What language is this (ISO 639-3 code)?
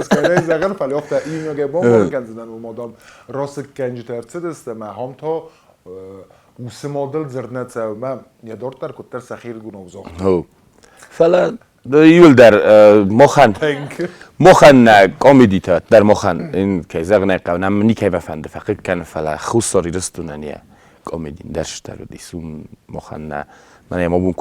oss